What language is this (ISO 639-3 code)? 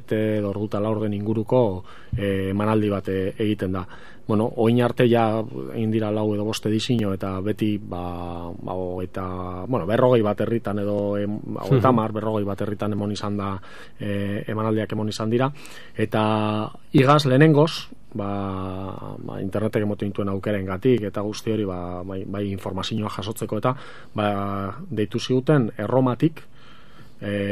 eus